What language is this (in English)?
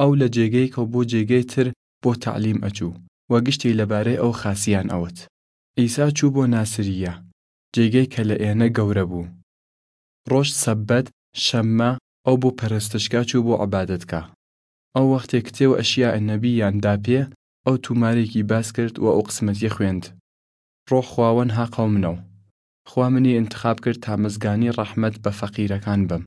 Southern Kurdish